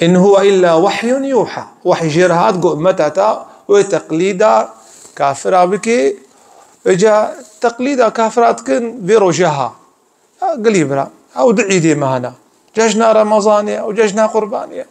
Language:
Kurdish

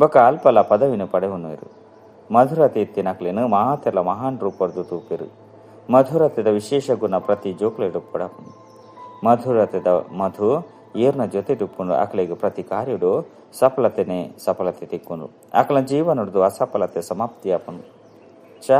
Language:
Tulu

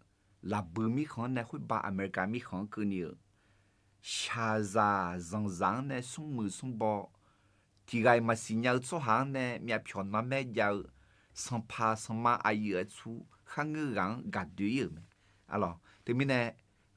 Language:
Akha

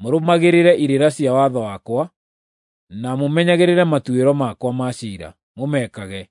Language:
Kikuyu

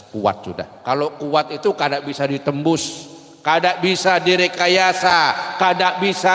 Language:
Banjar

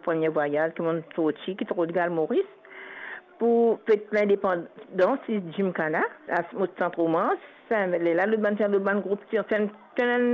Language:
Morisyen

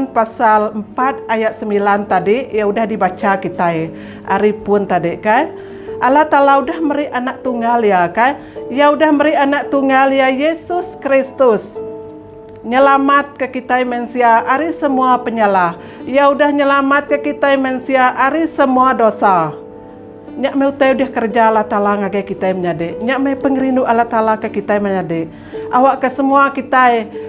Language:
Iban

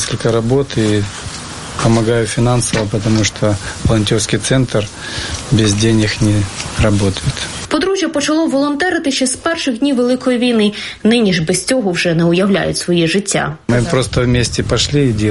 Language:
Ukrainian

